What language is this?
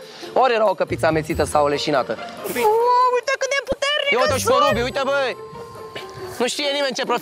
Romanian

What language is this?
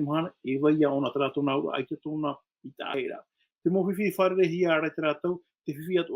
Tahitian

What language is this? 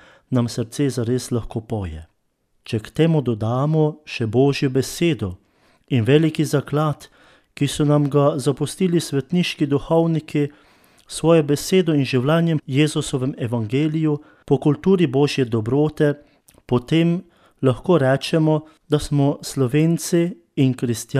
Slovenian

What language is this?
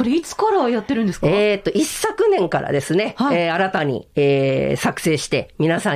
Japanese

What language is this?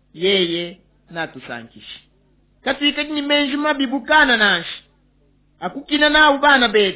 Luba-Lulua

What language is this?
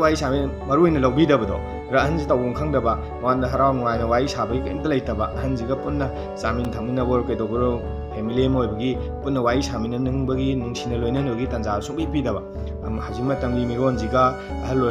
Manipuri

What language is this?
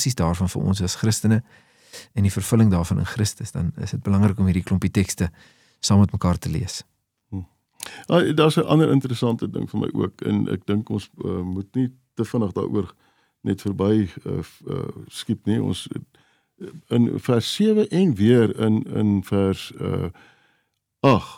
Afrikaans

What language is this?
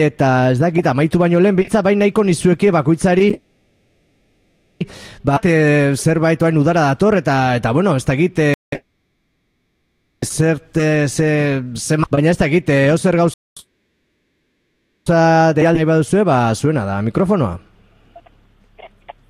Basque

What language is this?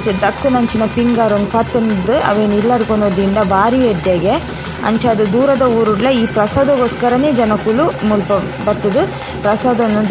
Tulu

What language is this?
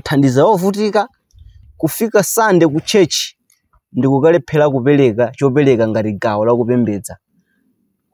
Nyanja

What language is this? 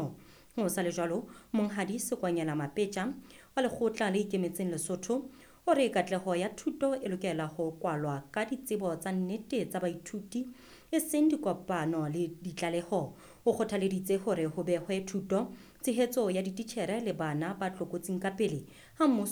Southern Sotho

